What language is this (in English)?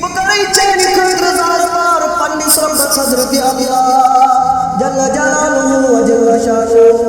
Kashmiri